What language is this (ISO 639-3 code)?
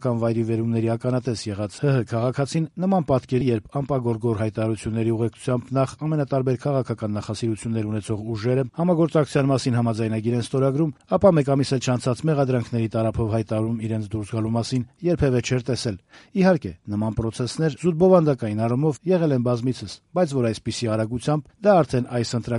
hye